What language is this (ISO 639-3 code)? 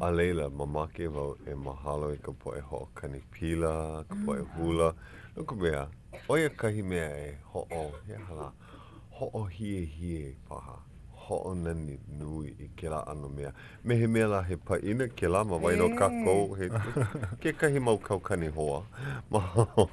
haw